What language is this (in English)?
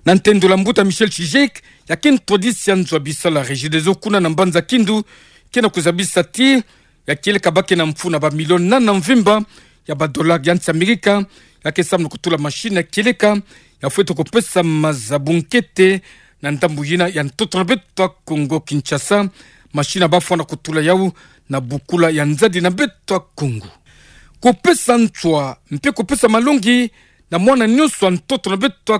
Kituba (Democratic Republic of Congo)